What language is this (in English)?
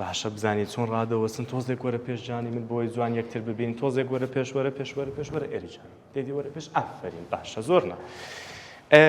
Central Kurdish